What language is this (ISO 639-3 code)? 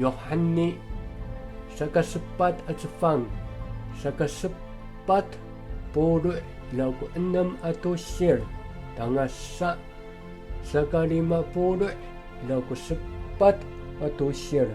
ami